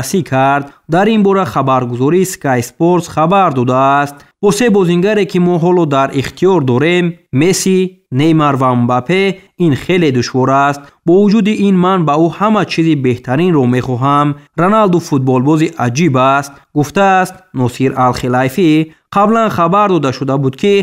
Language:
Tajik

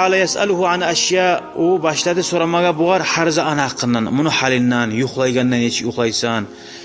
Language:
Kumyk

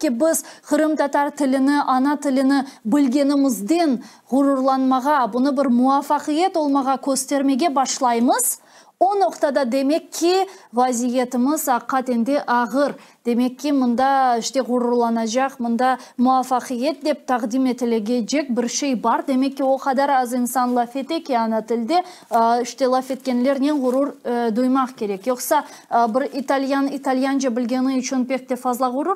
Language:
Crimean Tatar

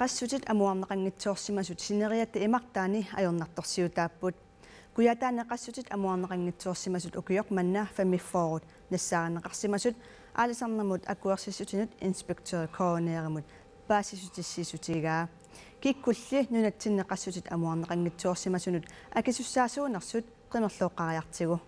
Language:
Kalaallisut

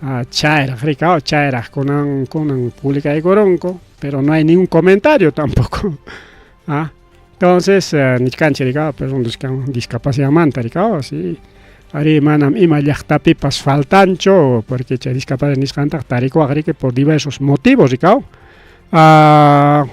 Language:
Ayacucho Quechua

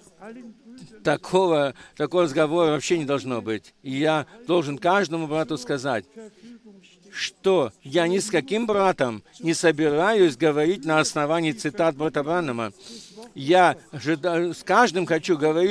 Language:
Russian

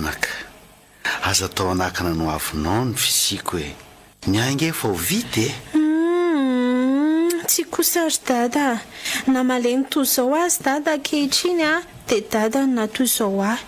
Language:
Malagasy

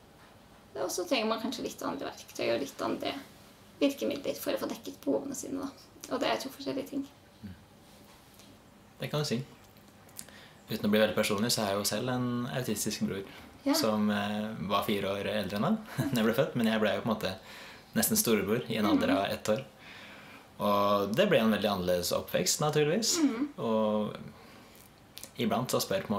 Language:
Norwegian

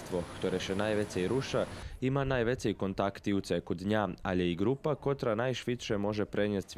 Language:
Rusyn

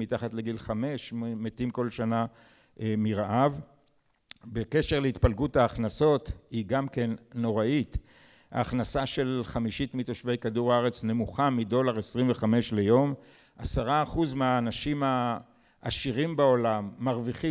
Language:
Hebrew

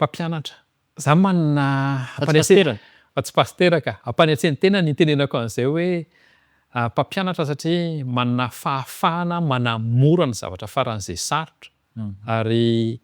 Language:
Malagasy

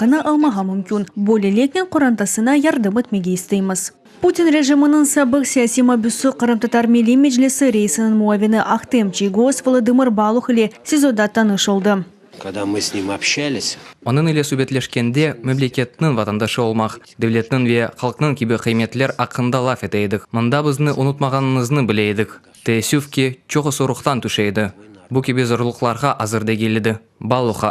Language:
Crimean Tatar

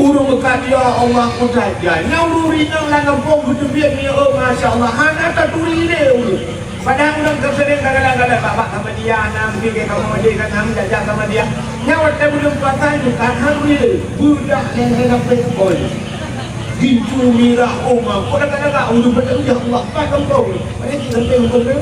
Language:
Achinese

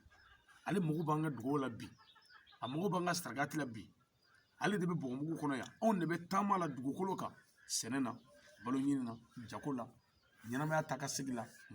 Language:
Bambara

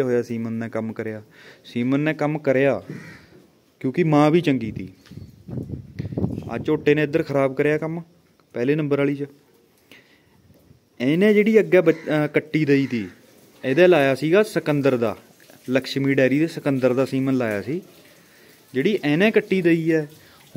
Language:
Punjabi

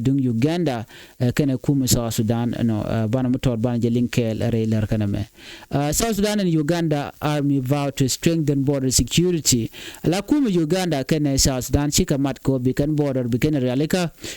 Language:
Nuer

